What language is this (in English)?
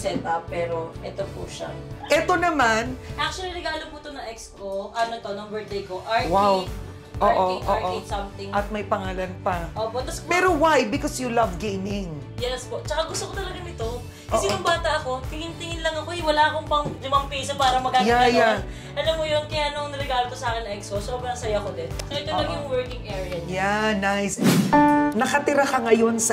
Filipino